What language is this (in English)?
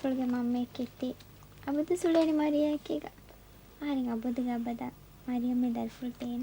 Divehi